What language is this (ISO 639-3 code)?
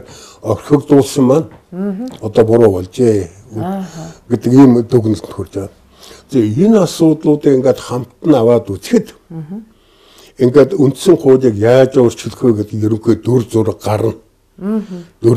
mon